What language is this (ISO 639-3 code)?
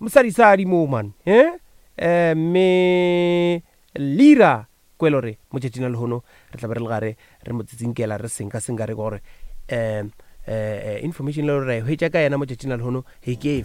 nso